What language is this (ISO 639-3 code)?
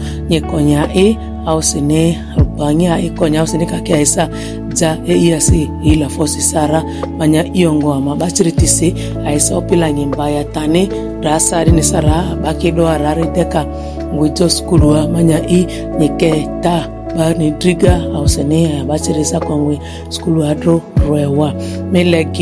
mhi